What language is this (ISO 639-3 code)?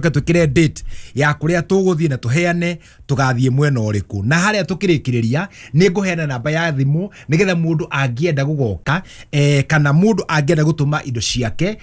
kik